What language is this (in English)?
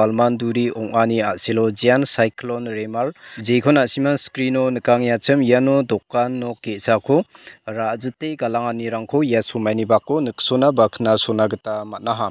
Garo